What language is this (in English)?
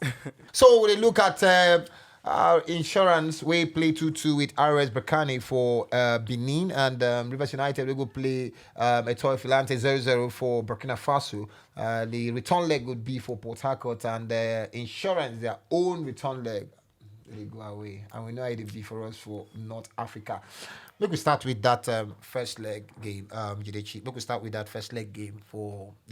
Nigerian Pidgin